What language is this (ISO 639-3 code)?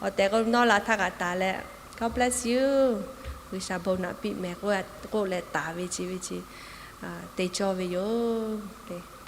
lhu